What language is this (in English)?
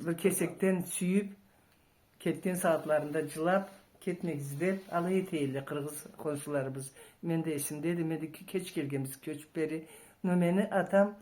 Karachay-Balkar